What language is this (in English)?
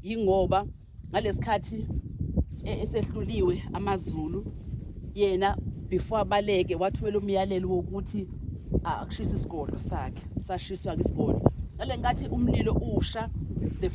Zulu